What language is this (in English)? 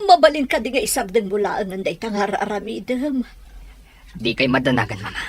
Iloko